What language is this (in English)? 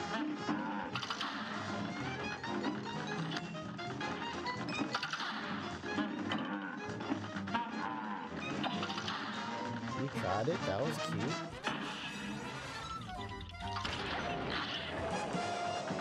English